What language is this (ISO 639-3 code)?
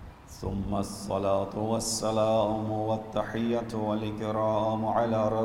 urd